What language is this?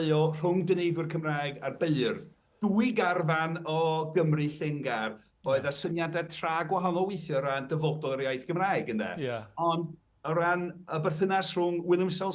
Welsh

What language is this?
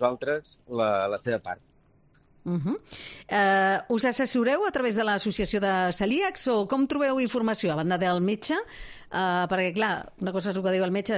Catalan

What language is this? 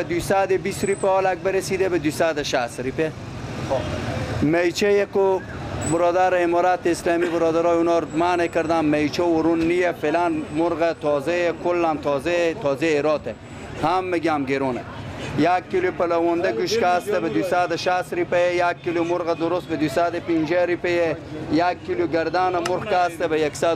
Persian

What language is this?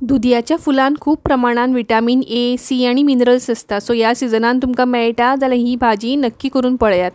Konkani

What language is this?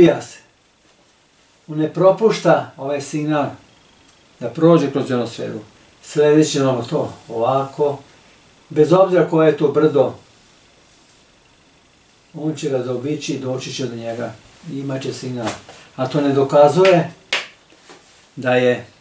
Croatian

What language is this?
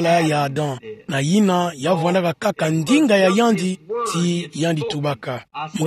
Kituba (Democratic Republic of Congo)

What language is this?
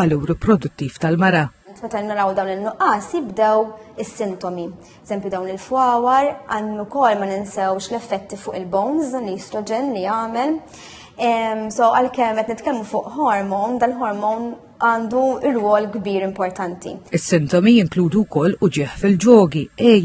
Maltese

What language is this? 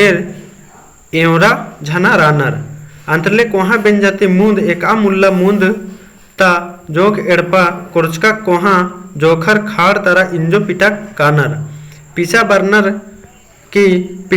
Kurukh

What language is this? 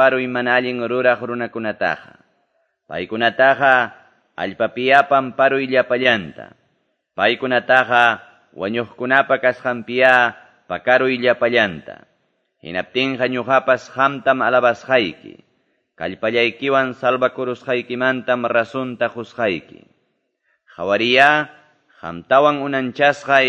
Quechua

